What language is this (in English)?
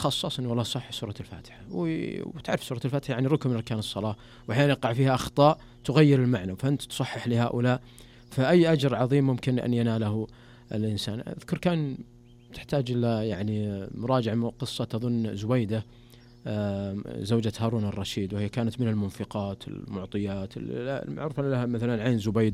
Najdi Arabic